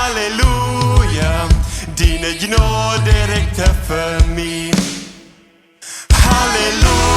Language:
Plautdietsch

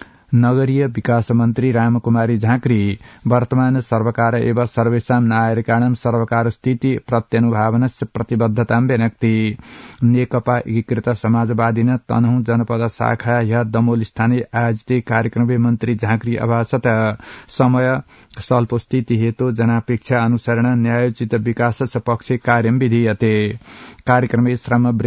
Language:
Sanskrit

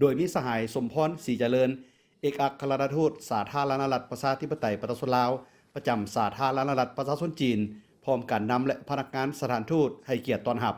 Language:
Lao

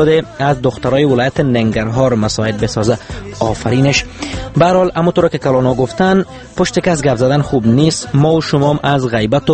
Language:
Persian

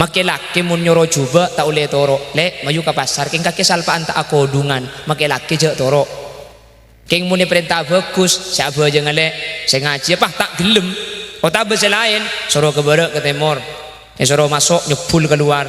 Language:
Madurese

